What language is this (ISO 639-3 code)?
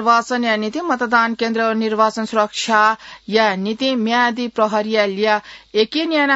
new